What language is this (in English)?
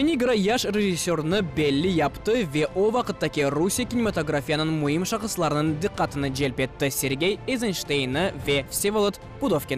Crimean Tatar